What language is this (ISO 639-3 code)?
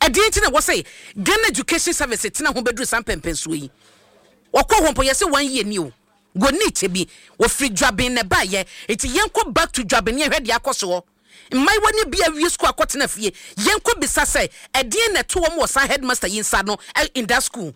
aka